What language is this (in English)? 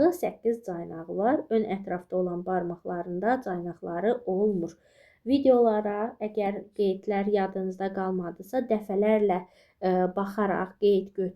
Azerbaijani